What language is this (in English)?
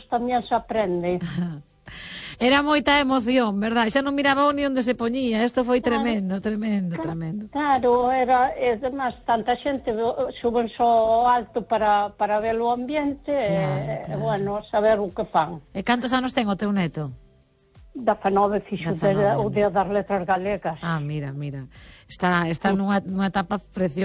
Galician